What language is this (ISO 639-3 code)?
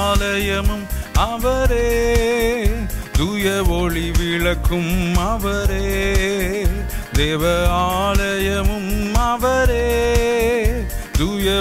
tam